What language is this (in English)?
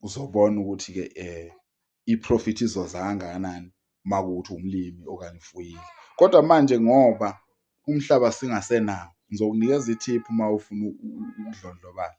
Zulu